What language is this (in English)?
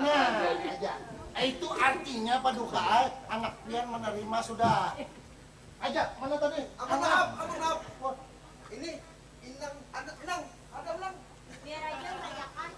Banjar